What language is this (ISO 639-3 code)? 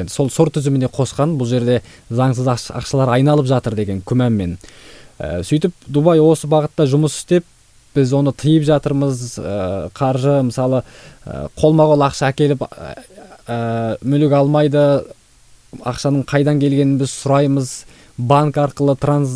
kaz